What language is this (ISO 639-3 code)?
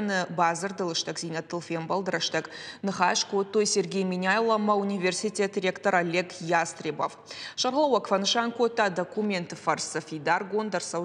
oss